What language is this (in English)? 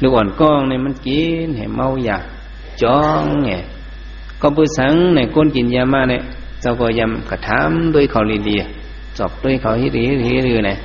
Shan